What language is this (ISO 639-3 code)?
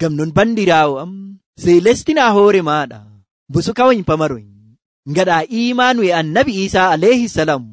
fuv